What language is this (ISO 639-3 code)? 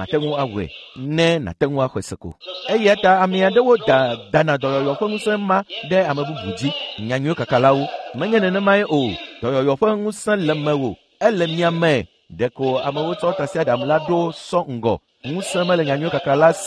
ewe